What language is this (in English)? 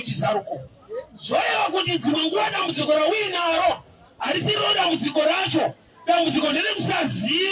Shona